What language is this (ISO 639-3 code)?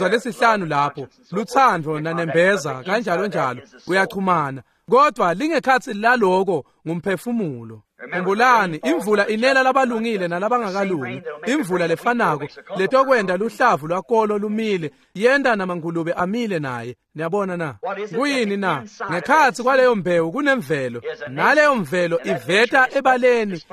ssw